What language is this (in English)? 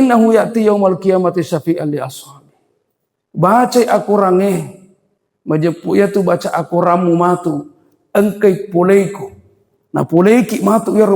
Buginese